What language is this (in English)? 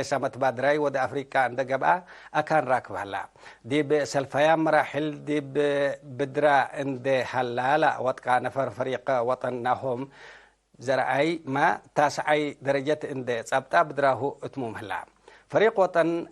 Tigre